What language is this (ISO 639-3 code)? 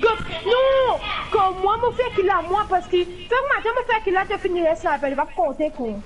mfe